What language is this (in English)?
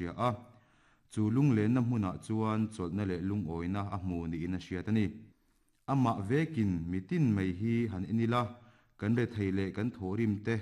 Mizo